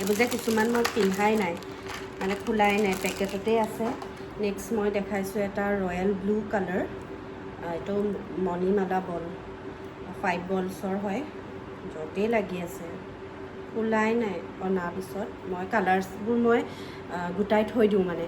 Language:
Assamese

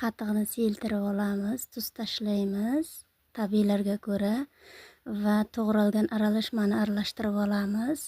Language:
Uzbek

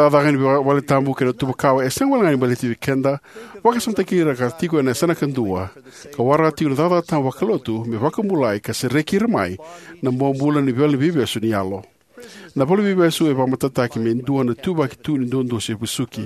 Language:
Fijian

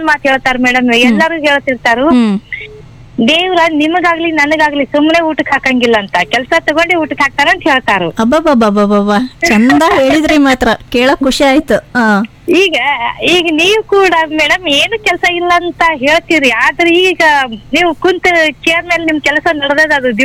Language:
Kannada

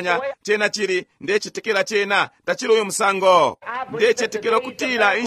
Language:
Bemba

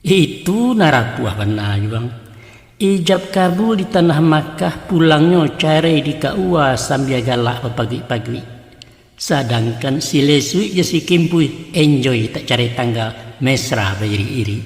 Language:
Minangkabau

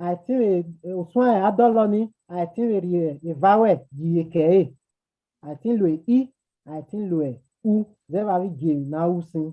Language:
Bini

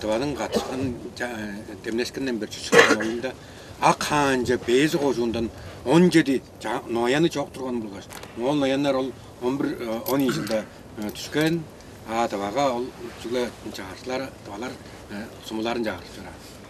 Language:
Tuvinian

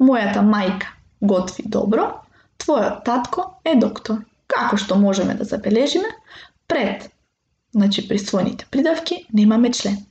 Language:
Macedonian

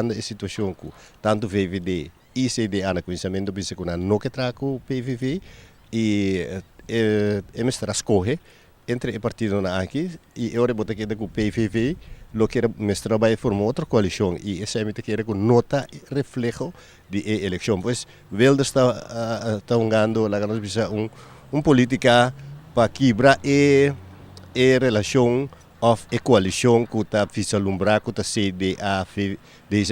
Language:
Papiamento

